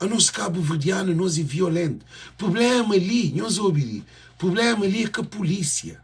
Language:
Kabuverdianu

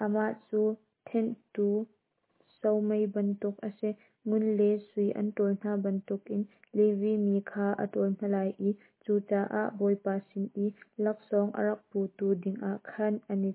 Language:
Hakha Chin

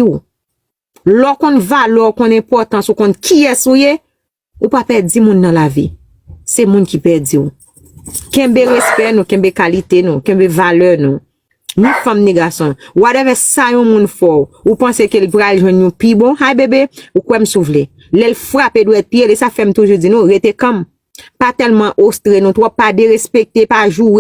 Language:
Haitian Creole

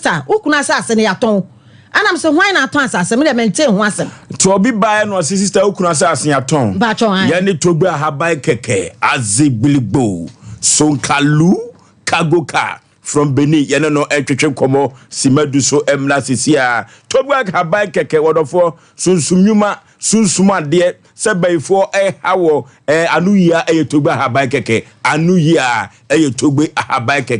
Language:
Akan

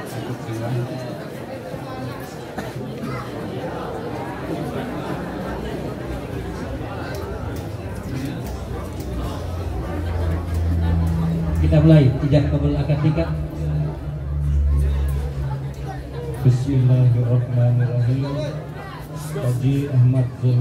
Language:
Indonesian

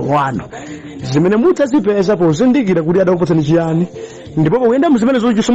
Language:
Nyanja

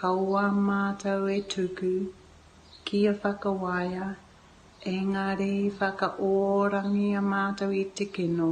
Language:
Māori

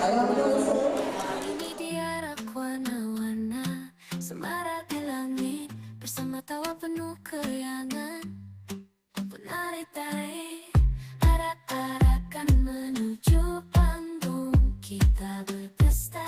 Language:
Banjar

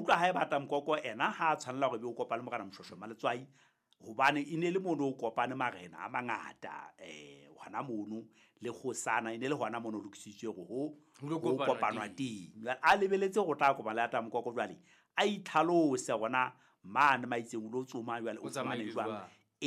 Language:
Southern Sotho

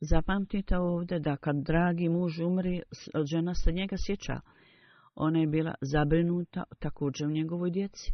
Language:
Bosnian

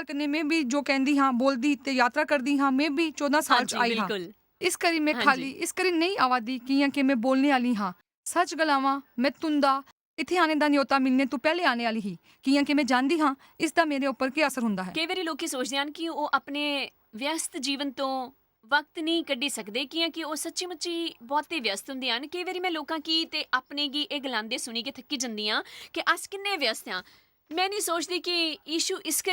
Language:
Dogri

